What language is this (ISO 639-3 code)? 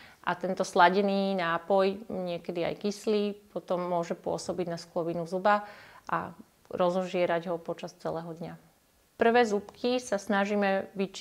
slk